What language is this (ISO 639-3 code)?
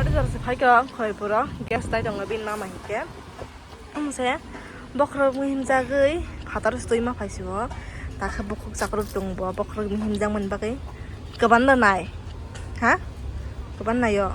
trp